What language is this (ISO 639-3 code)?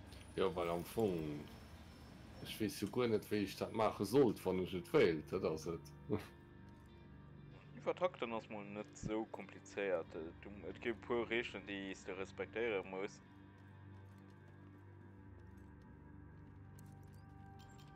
deu